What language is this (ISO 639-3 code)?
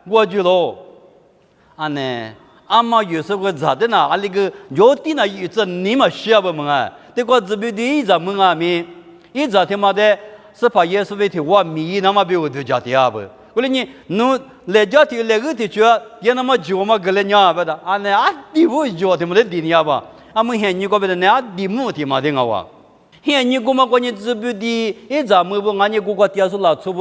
lis